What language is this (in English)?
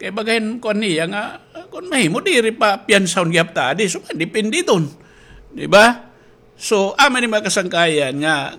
Waray